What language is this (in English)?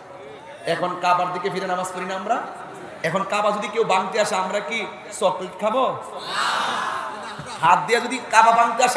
Bangla